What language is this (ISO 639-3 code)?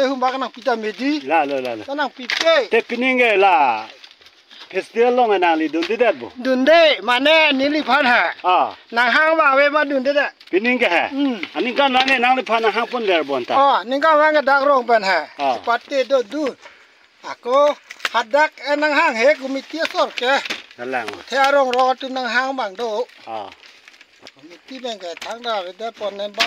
mjw